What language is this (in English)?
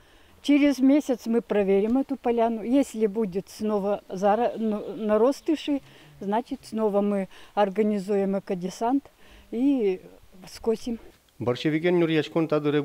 Udmurt